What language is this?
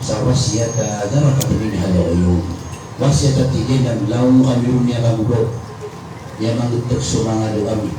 Maranao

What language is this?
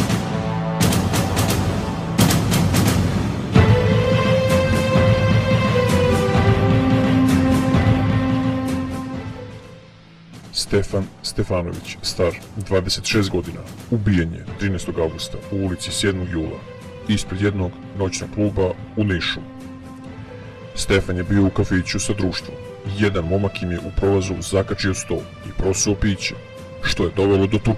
Serbian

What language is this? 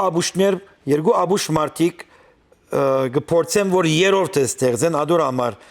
Western Armenian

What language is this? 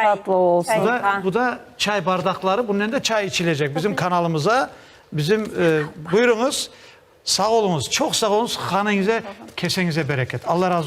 Crimean Tatar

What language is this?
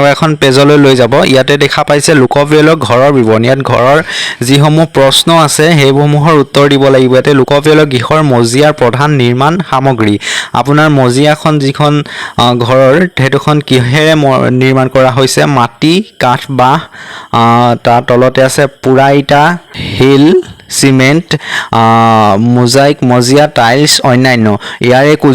Assamese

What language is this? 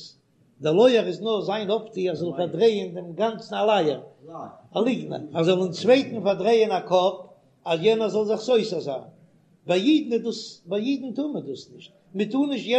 Yiddish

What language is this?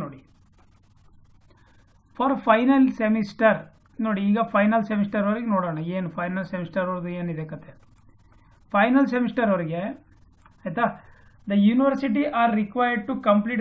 Kannada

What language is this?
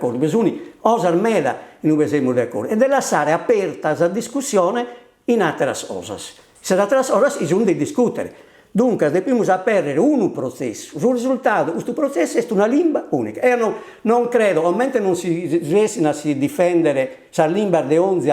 Sardinian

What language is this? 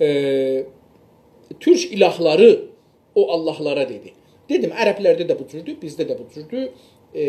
South Azerbaijani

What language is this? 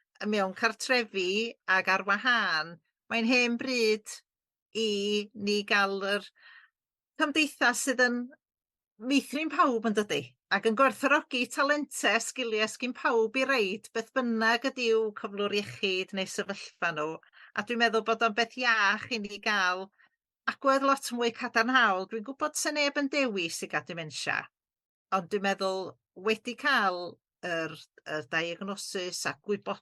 Welsh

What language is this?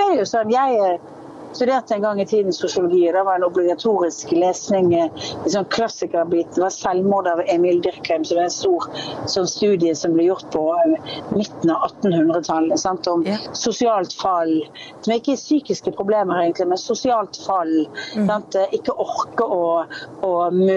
Norwegian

